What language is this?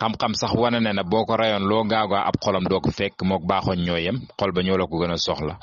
Wolof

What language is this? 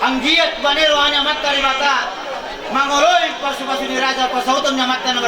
Batak Toba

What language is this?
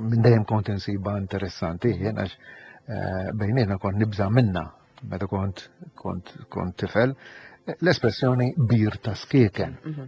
Maltese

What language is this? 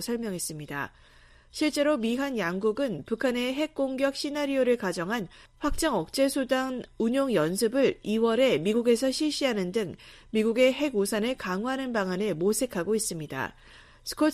Korean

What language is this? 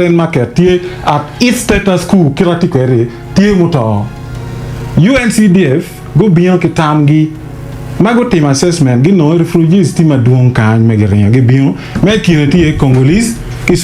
Acoli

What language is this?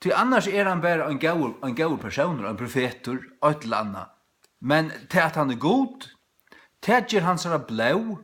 Faroese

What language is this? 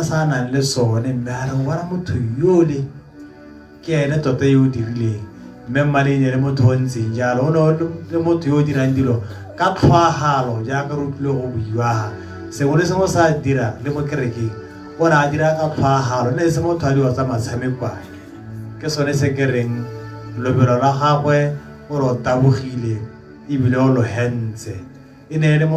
Tswana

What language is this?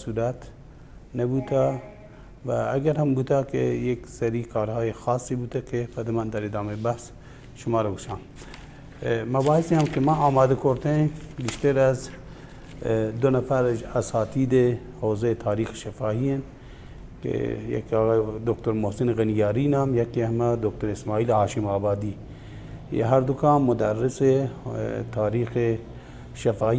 Baluchi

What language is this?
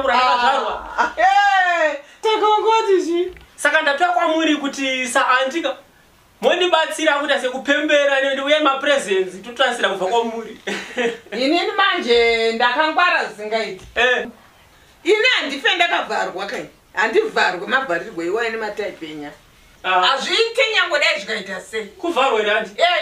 Shona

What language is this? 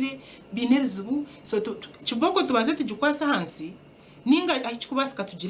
Nyankole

